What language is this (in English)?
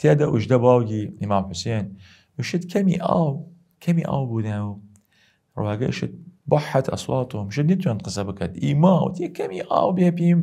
Southern Kurdish